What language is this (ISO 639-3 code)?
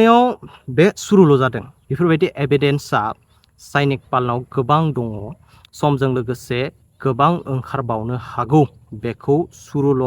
brx